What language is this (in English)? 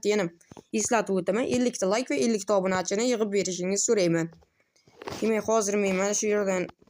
Uzbek